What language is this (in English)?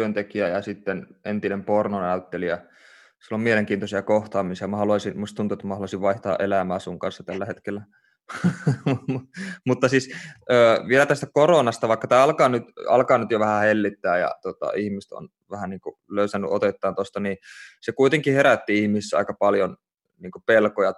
Finnish